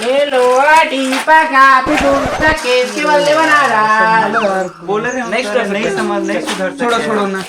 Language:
Chhattisgarhi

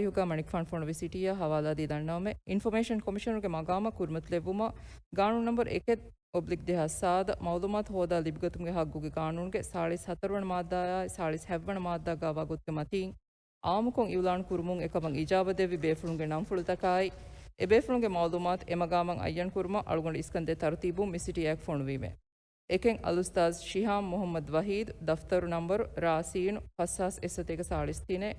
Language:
Divehi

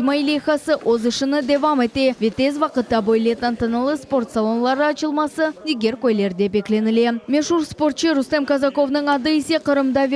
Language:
Crimean Tatar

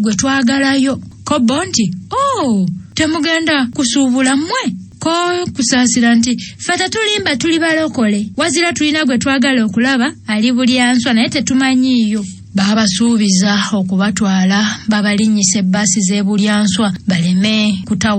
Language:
Ganda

